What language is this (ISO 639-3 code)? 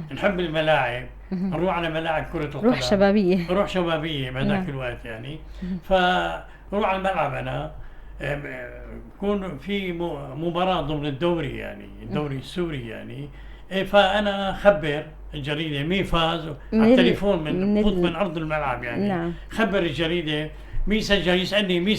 apc